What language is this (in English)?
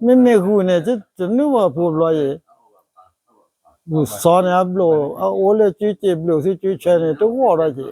S'gaw Karen